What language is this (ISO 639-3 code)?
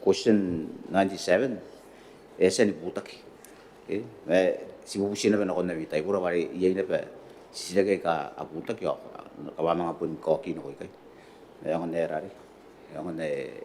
gil